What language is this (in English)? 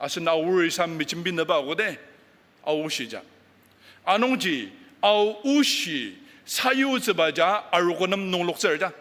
Ao Naga